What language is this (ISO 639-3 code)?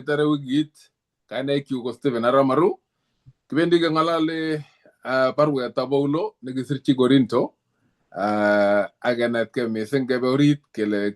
kln